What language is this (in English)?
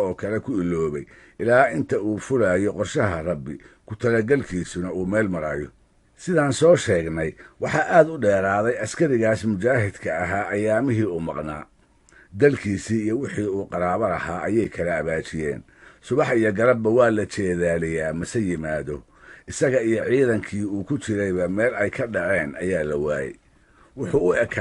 Somali